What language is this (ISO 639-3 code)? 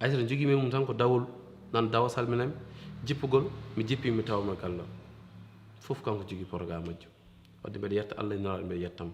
ful